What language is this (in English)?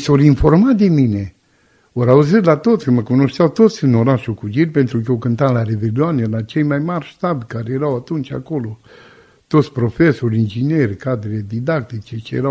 Romanian